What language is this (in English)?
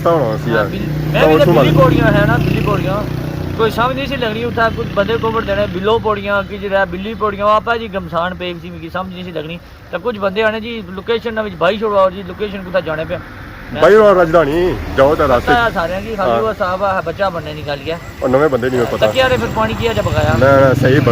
Pahari-Potwari